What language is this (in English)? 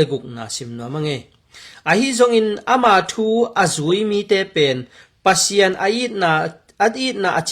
Tedim Chin